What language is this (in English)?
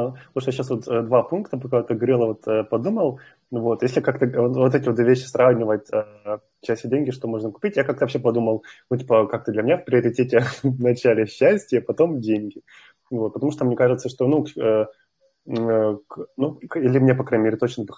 Russian